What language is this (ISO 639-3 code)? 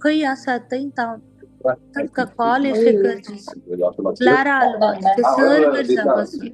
kok